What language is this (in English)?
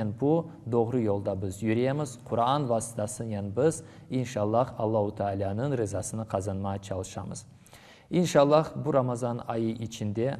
Crimean Tatar